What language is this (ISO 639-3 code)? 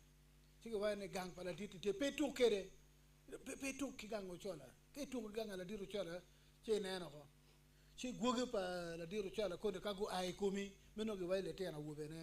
ach